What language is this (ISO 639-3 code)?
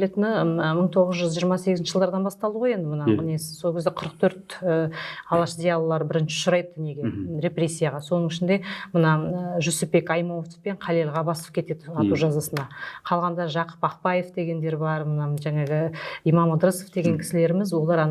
kaz